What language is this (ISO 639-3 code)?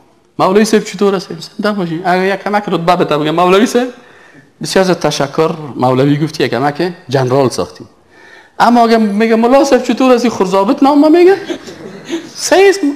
fas